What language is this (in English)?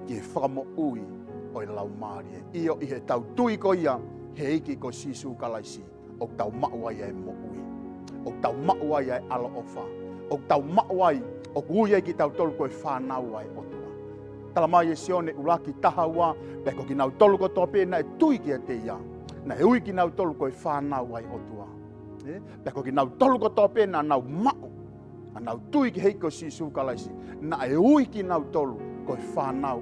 Tongan